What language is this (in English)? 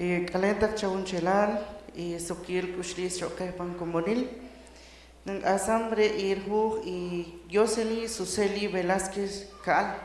Poqomchi'